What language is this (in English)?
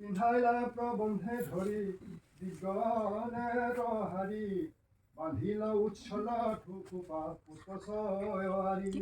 Assamese